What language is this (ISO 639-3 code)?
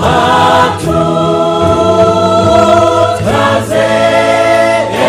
guz